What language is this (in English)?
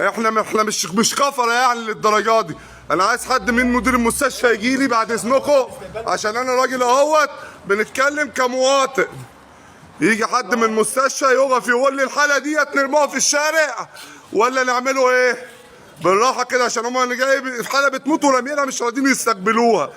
Egyptian Arabic